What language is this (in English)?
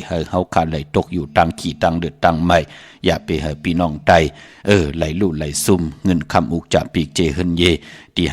Shan